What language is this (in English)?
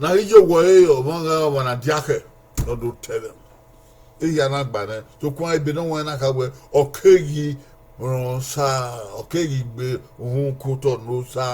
Bini